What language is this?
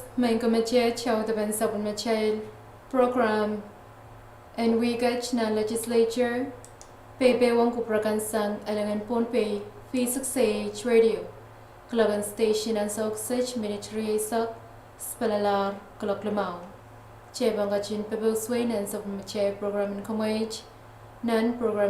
Pohnpeian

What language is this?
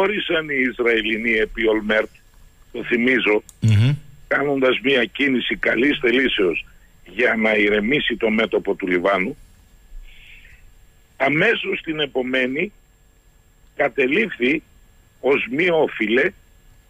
Greek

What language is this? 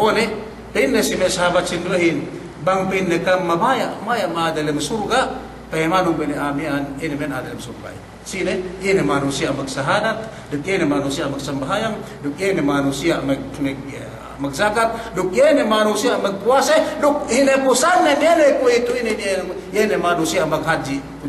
Yakan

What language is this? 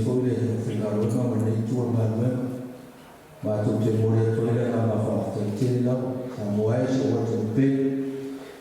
Samoan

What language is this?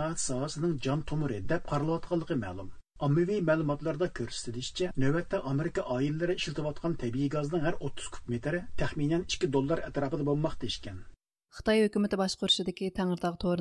Uyghur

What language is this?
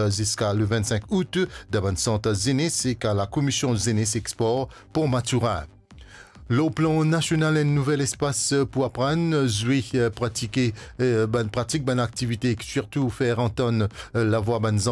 Morisyen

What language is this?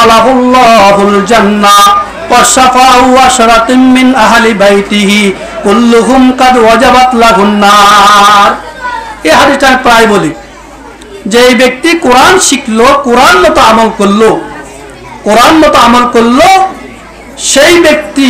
Bangla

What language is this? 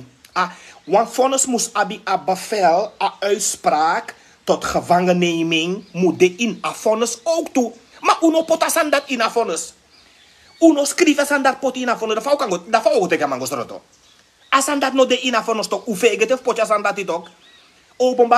Sranan Tongo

